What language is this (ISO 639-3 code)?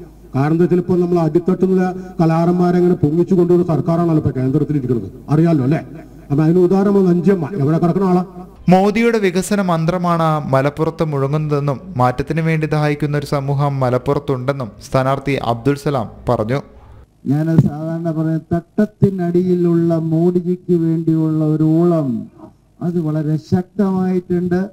mal